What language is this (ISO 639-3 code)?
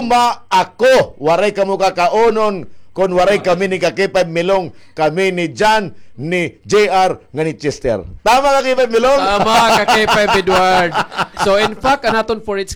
war